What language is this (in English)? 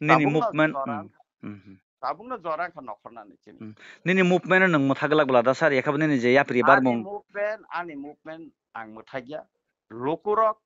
Kok Borok